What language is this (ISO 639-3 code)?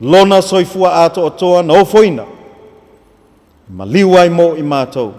smo